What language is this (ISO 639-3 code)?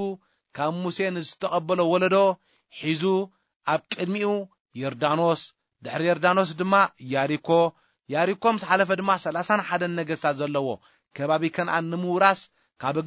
tir